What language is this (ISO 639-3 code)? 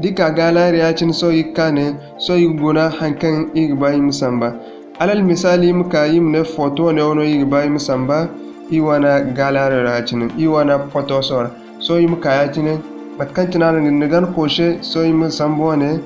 dje